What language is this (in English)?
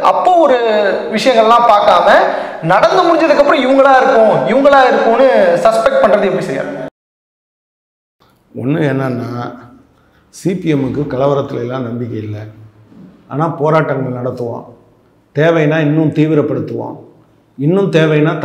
Tamil